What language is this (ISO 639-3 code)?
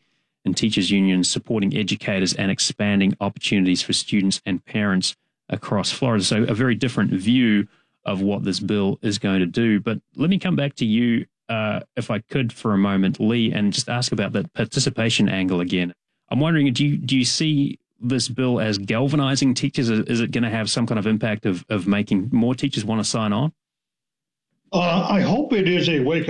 eng